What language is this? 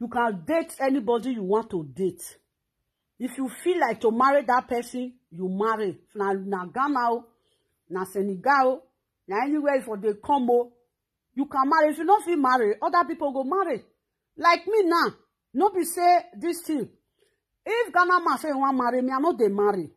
Nigerian Pidgin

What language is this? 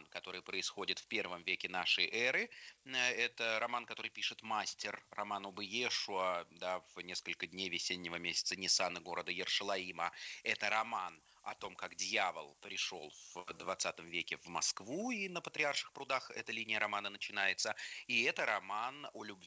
Russian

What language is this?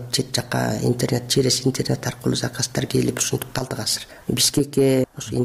Kyrgyz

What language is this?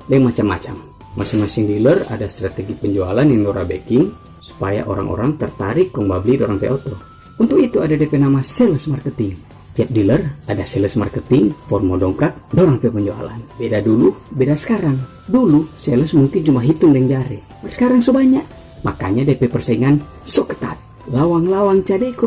Manado Malay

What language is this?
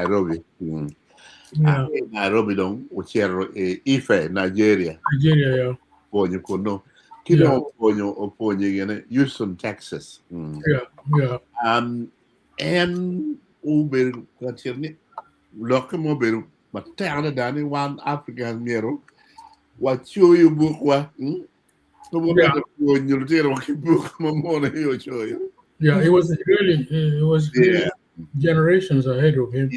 Acoli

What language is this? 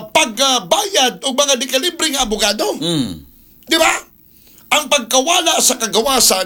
Cebuano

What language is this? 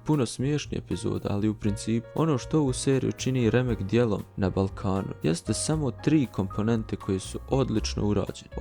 Bosnian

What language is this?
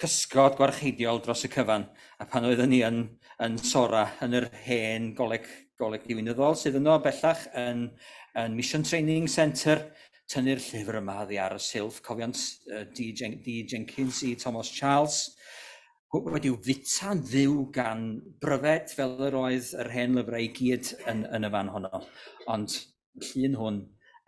Welsh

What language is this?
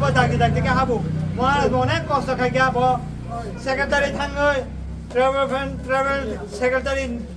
Kok Borok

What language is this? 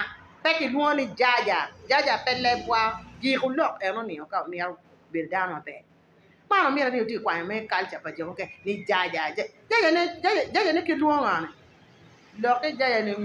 Acoli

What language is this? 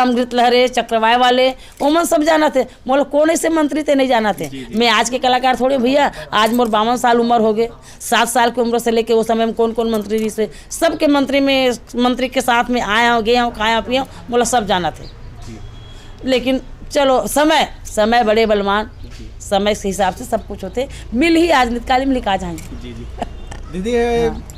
Chhattisgarhi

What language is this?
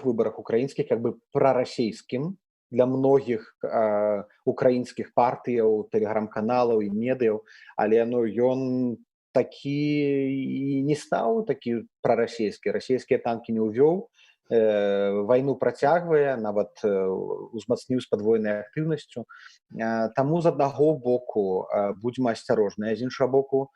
Belarusian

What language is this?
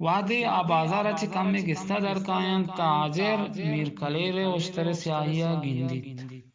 Eastern Balochi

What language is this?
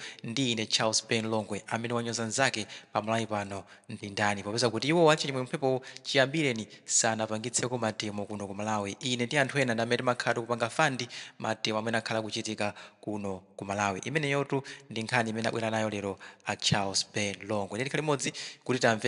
Nyanja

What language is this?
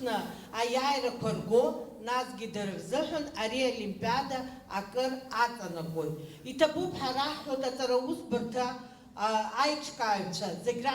Abkhazian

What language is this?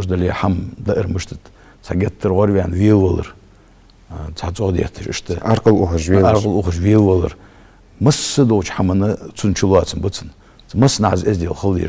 Ingush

